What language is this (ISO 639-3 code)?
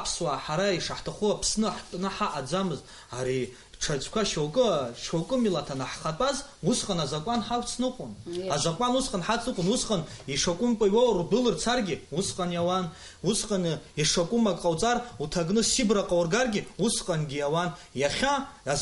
abk